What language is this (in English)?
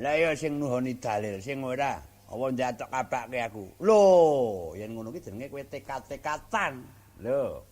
Javanese